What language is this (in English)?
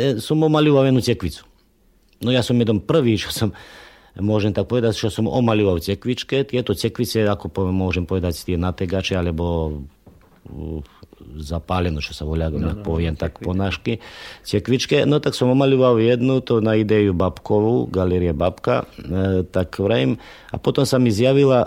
Slovak